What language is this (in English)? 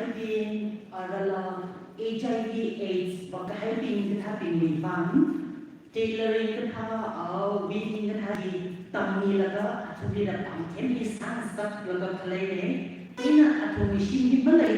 Tangkhul Naga (India)